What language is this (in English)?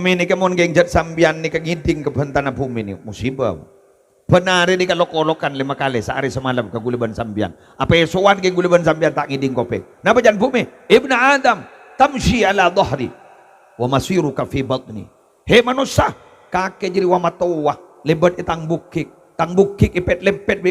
Madurese